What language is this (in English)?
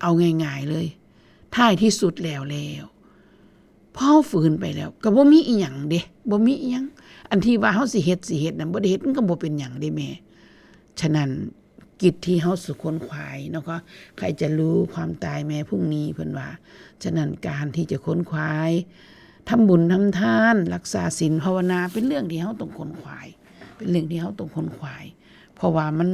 Northeastern Thai